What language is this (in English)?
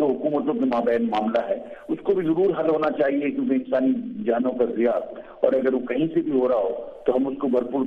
Urdu